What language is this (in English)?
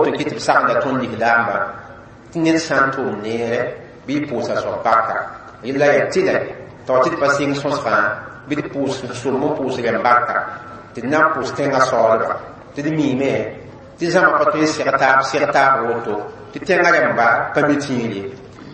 Mossi